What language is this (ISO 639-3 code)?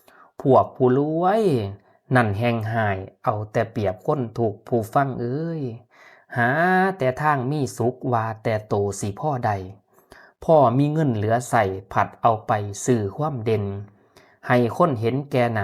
tts